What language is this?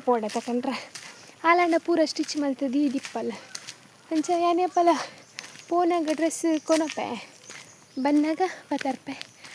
Tulu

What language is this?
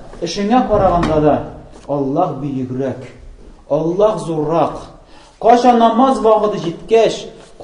Tatar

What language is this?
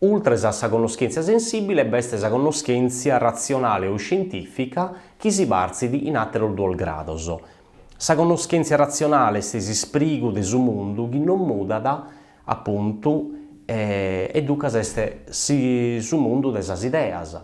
Sardinian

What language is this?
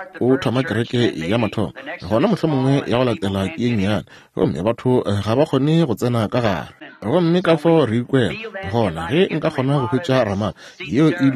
Northern Sotho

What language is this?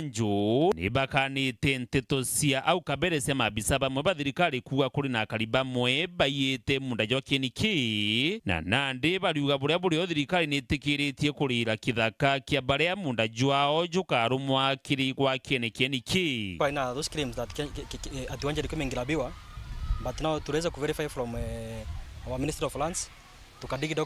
Meru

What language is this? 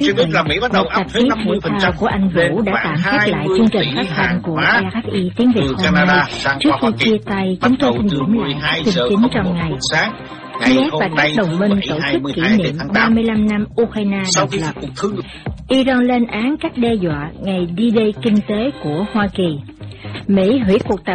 Vietnamese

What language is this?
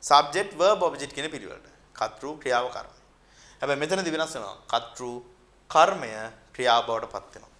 Sinhala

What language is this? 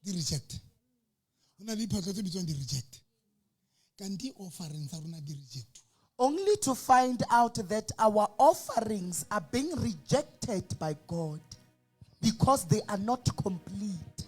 Southern Sotho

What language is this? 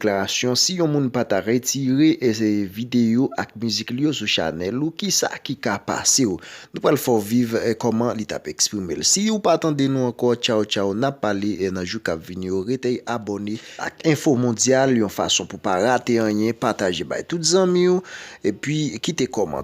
Haitian Creole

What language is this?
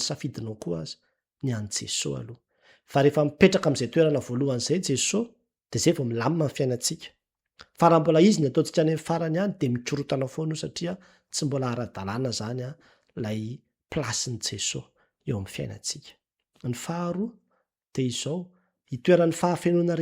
Malagasy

